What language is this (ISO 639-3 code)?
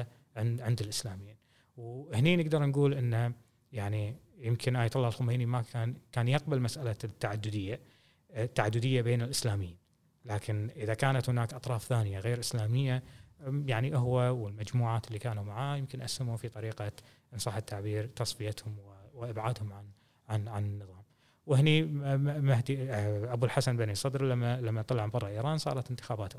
afb